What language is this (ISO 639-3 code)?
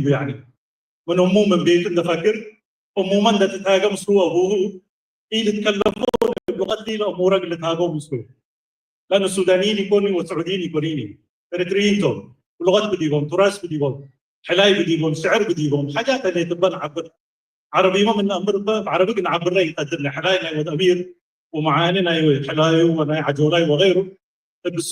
tig